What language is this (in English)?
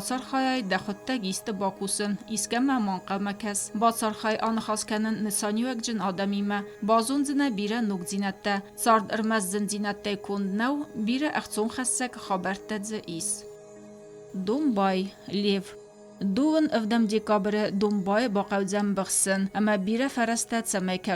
Ossetic